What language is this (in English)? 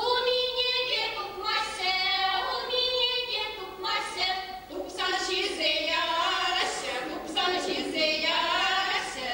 Chuvash